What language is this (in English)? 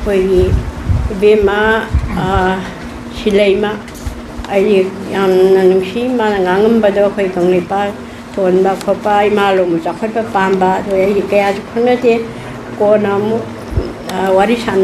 Manipuri